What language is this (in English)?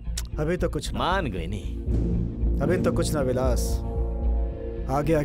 Bhojpuri